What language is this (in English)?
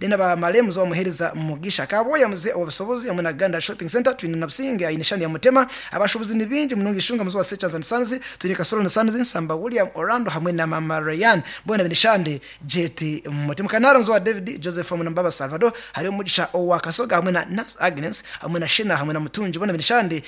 Nyankole